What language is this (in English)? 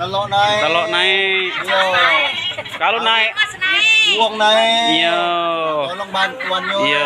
Musi